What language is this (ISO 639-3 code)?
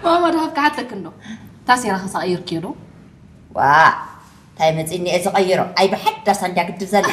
tir